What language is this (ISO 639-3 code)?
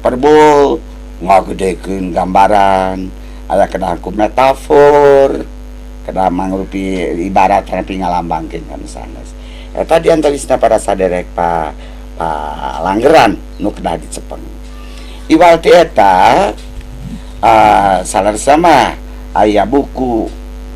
sun